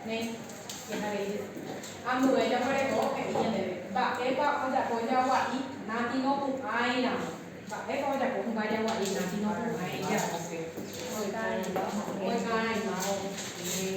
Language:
Guarani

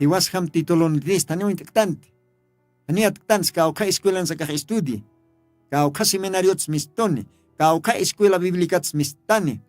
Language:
Aymara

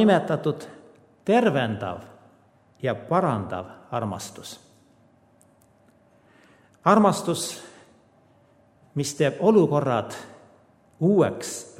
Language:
Estonian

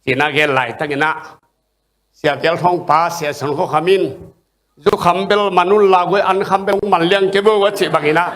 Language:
Tedim Chin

